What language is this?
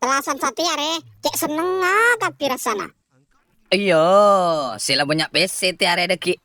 Madurese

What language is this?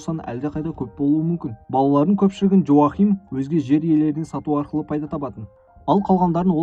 Kazakh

